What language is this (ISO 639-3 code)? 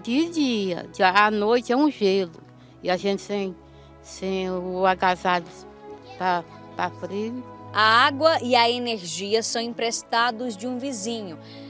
por